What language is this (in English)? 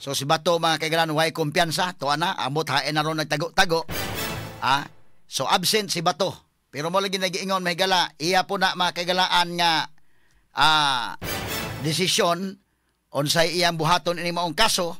Cebuano